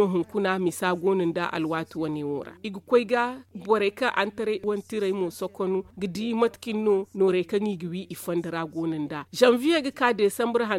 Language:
Zarma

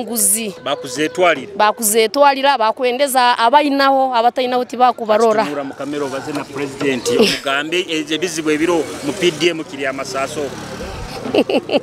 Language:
Nyoro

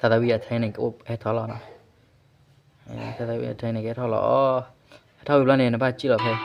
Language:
S'gaw Karen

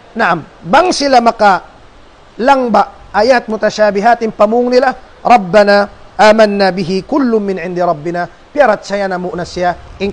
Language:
Tausug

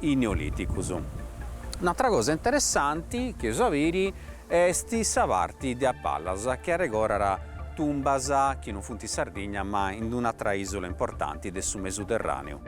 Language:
Sardinian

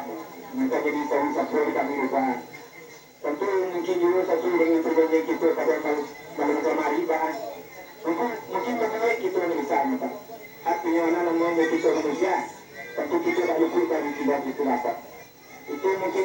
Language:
Minangkabau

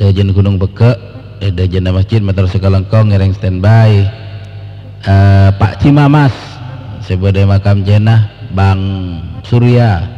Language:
Madurese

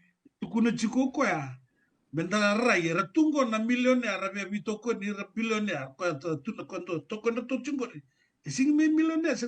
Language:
Fijian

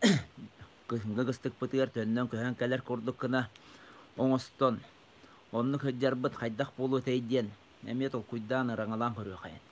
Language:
Yakut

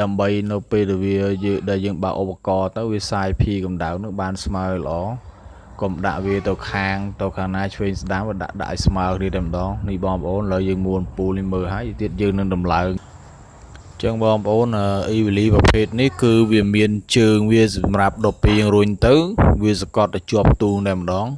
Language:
Khmer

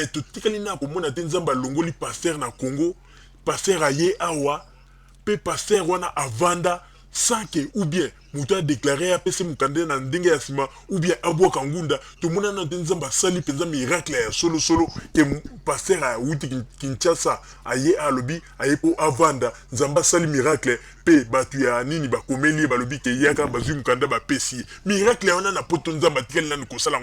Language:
Lingala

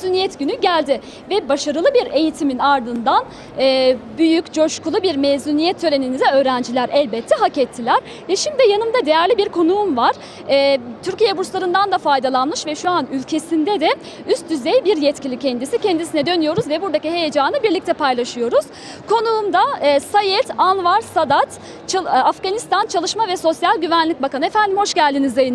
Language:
Turkish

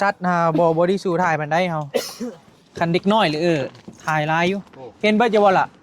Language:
Northeastern Thai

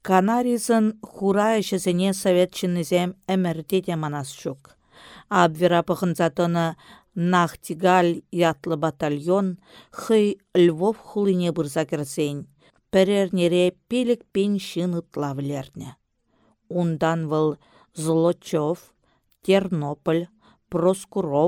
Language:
Chuvash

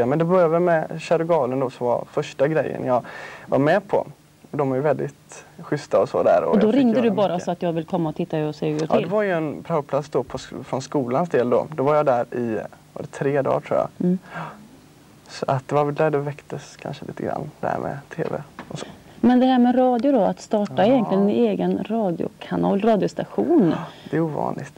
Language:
Swedish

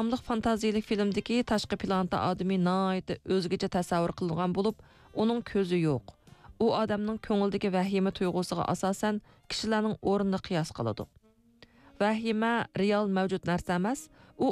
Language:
Uyghur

